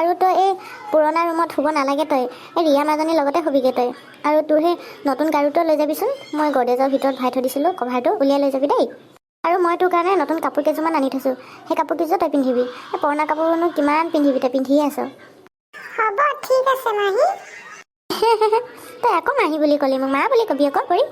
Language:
Assamese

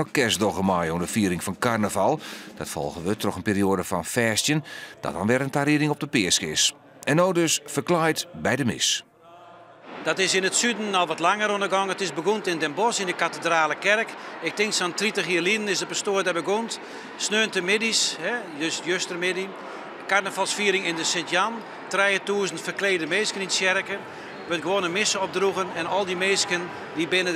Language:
Western Frisian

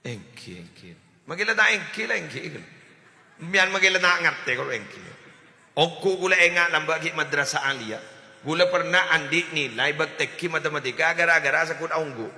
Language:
Madurese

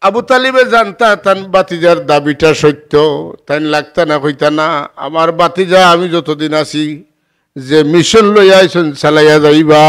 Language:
Sylheti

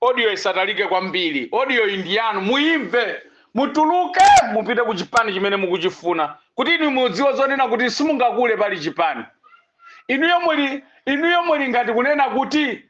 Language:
Nyanja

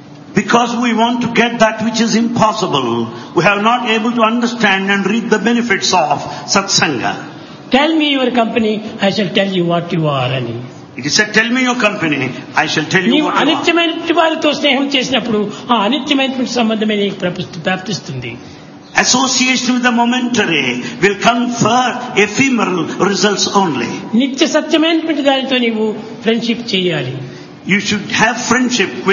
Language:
Telugu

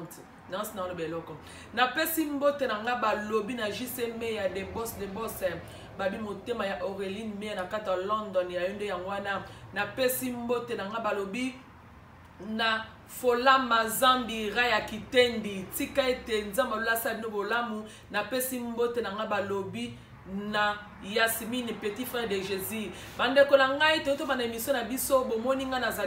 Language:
Lingala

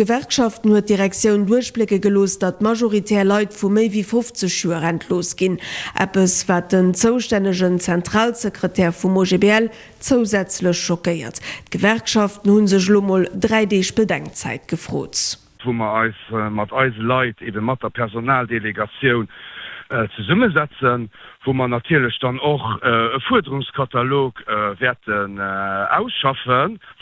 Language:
Luxembourgish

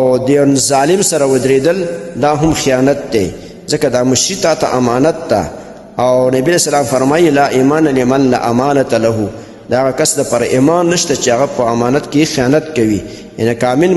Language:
Pashto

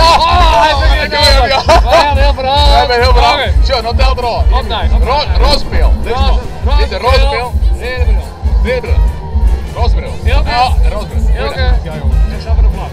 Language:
Western Frisian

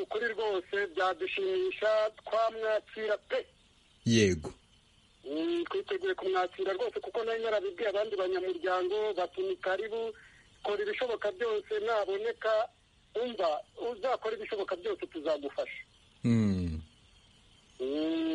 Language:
Kinyarwanda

